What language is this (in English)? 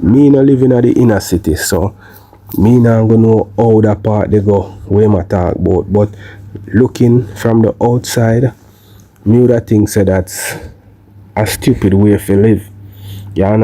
Jamaican Creole English